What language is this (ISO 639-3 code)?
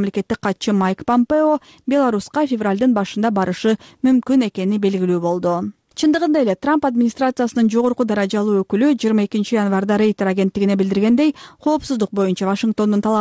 kir